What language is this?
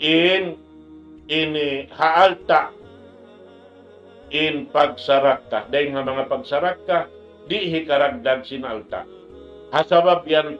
Tausug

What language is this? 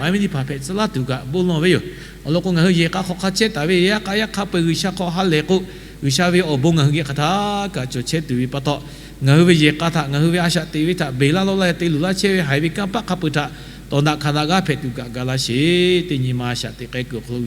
Lahu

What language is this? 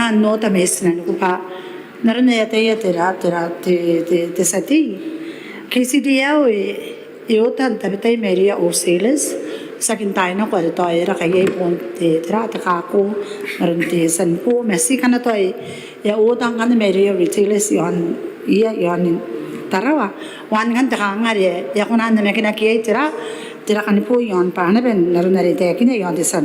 Gilbertese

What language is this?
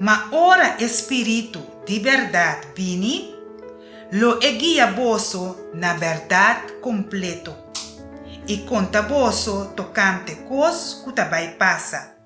Papiamento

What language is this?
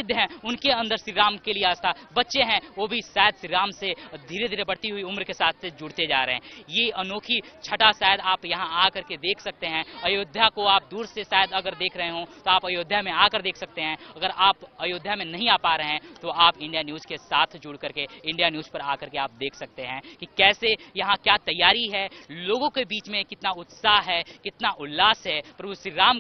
Hindi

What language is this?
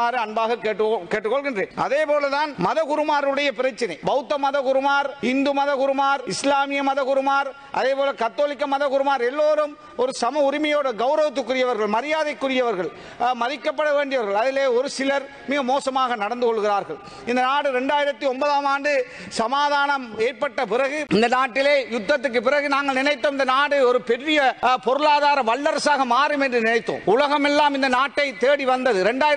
Tamil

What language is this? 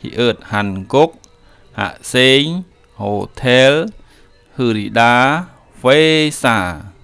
Khmer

